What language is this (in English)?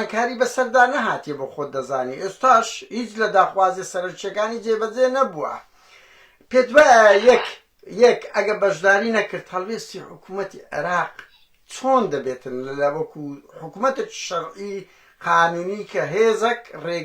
Central Kurdish